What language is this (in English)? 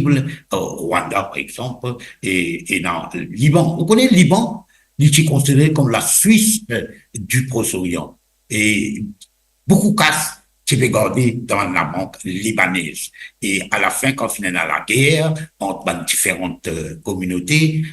Morisyen